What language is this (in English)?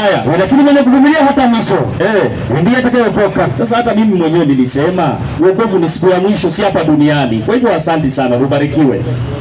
Swahili